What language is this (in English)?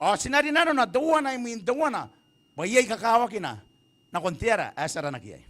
Gilbertese